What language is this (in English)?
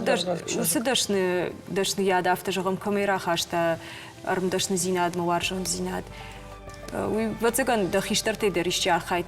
Ossetic